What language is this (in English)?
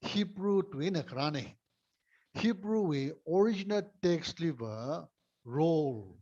Tangkhul Naga (India)